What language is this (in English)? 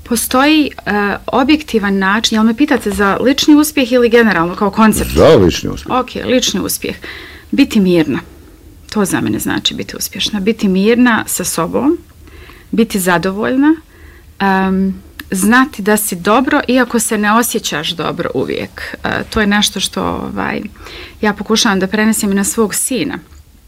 Bosnian